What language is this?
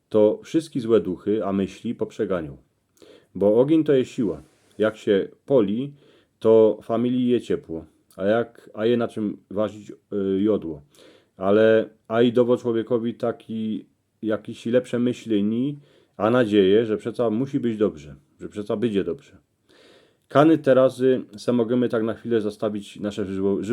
Silesian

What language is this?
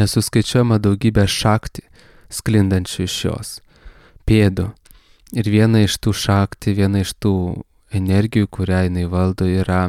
Lithuanian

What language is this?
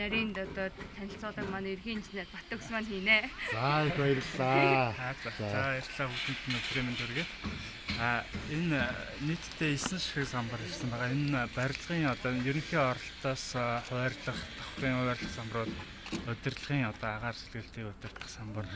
Mongolian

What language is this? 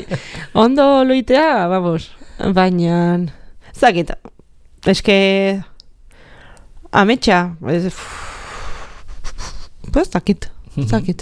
Basque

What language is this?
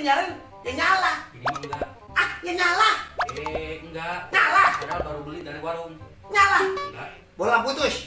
Betawi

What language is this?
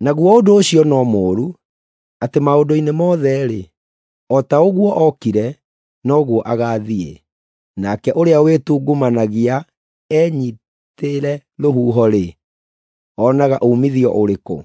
Kikuyu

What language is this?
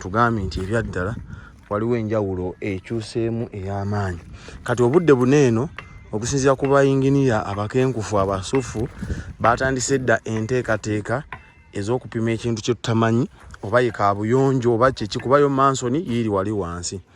Ganda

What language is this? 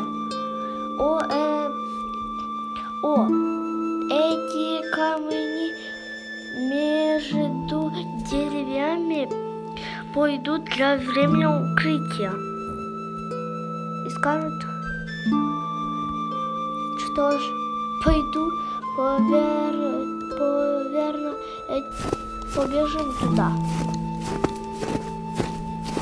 Russian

